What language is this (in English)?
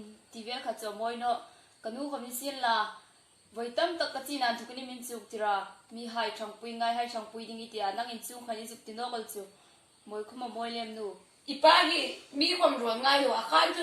Hmar